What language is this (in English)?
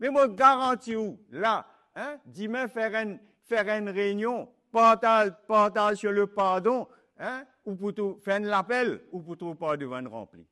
Morisyen